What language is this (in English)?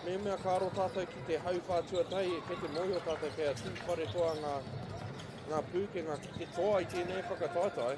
Māori